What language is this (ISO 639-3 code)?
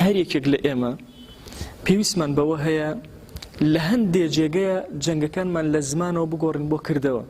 ckb